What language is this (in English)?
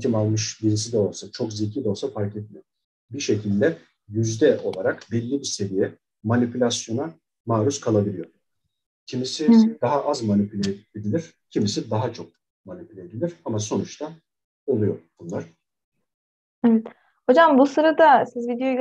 Turkish